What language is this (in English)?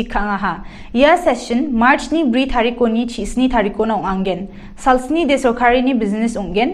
Garo